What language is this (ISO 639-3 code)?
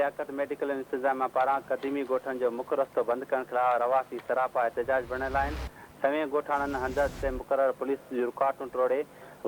snd